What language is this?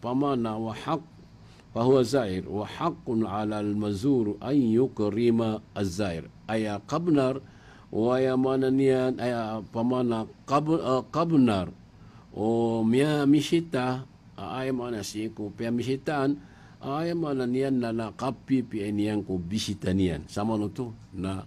Maranao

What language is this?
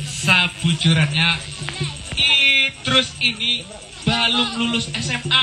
Banjar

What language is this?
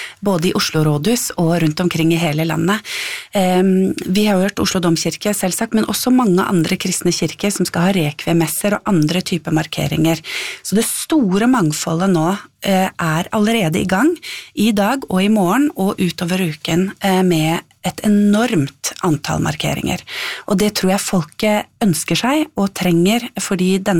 Norwegian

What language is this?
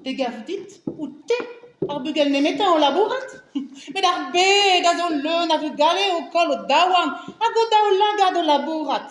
Breton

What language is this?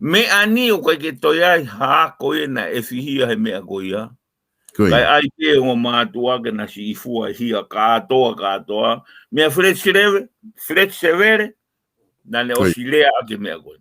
Tongan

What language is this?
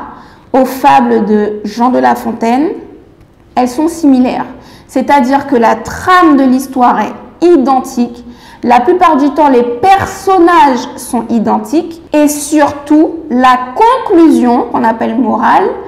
French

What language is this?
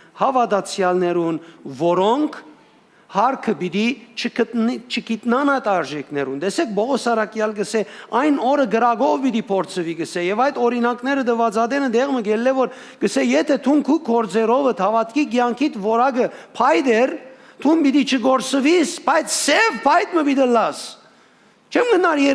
Western Armenian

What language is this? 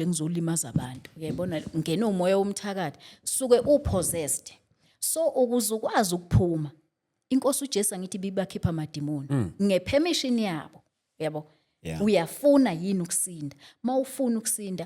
Zulu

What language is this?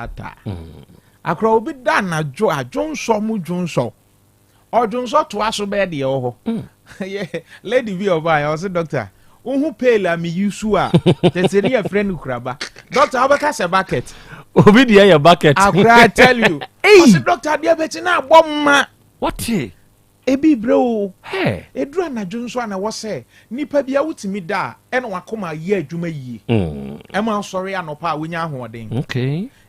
Akan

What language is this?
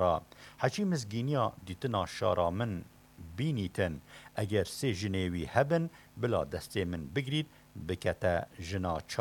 Kurdish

